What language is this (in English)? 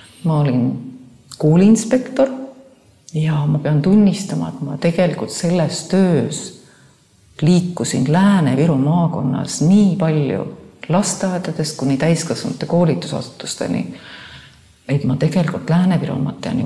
Estonian